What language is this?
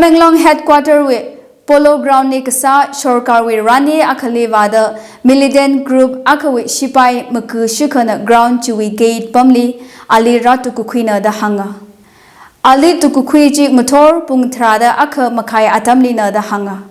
Tangkhul Naga (India)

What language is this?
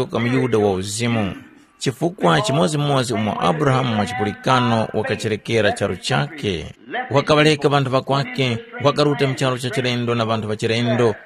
Tumbuka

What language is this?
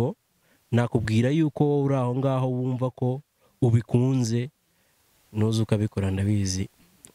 Kinyarwanda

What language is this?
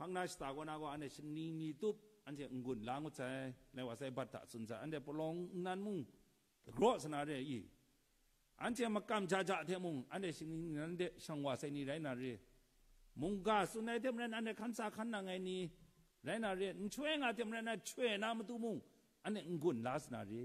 Kachin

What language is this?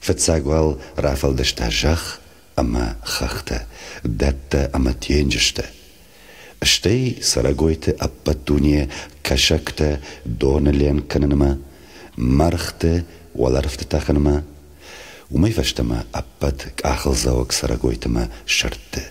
Ossetic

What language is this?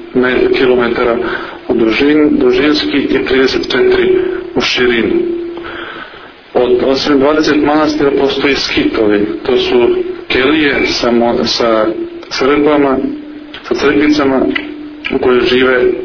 Serbian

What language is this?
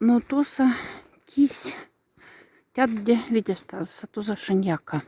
Moksha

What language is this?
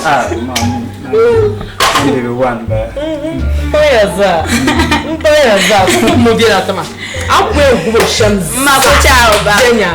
Dagbani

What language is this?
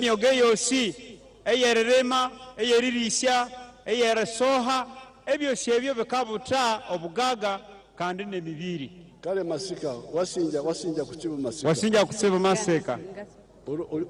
Nyankole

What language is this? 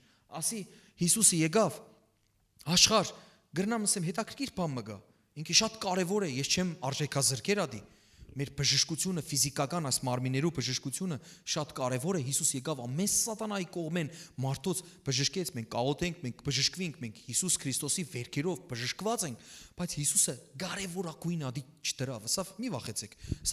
Western Armenian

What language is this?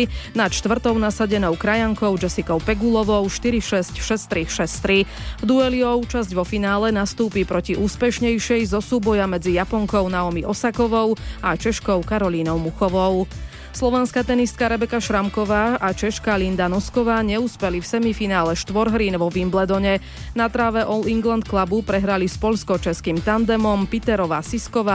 Slovak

